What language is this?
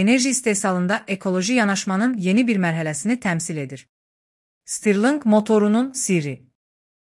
Azerbaijani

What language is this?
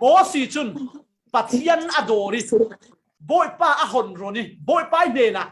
Falam Chin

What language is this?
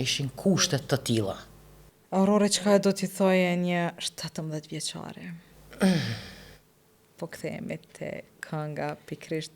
Albanian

